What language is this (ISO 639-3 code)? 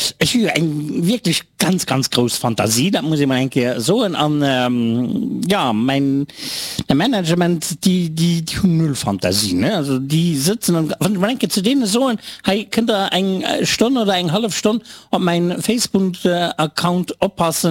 ltz